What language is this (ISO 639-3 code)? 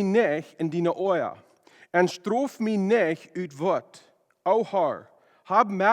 pdt